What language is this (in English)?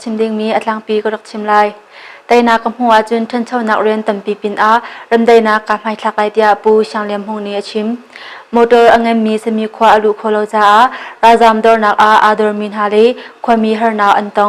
Hakha Chin